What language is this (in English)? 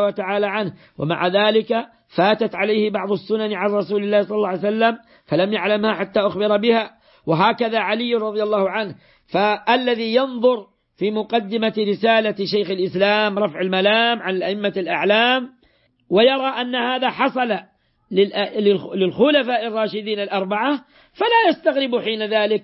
Arabic